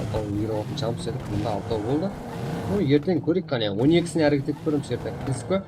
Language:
Kara-Kalpak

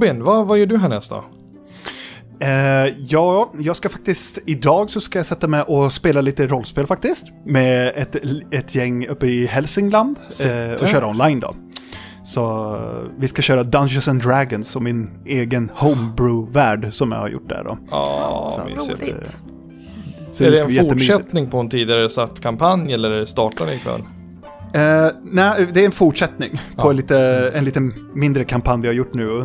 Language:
Swedish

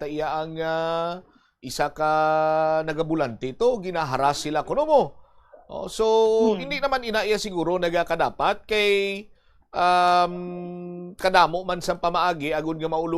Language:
Hiligaynon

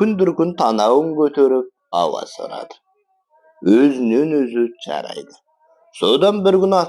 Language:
Kazakh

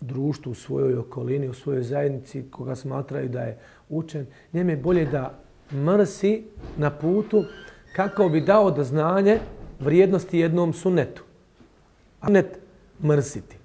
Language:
Bosnian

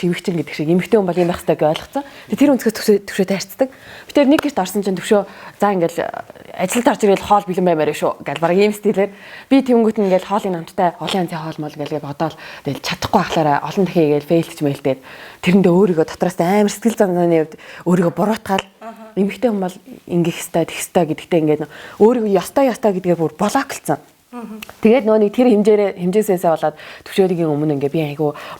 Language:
Mongolian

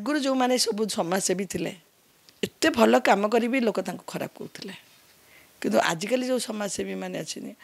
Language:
Odia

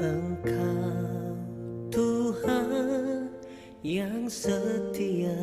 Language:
Nias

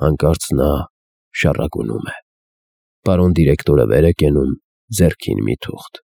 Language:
Armenian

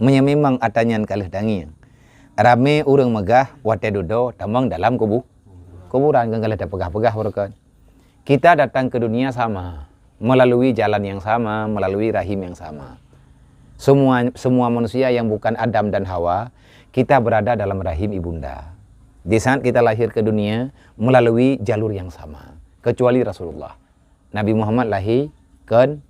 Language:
Achinese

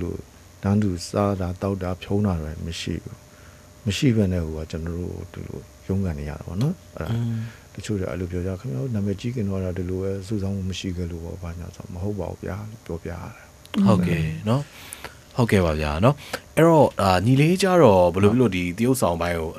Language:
Burmese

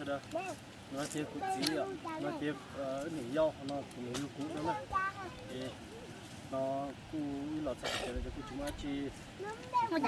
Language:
Hmong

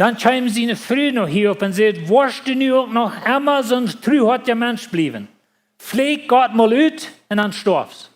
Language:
Plautdietsch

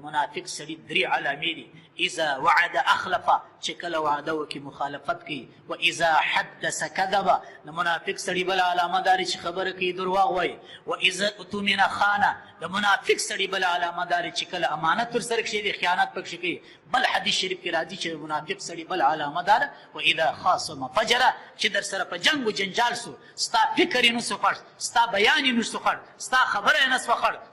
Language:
Pashto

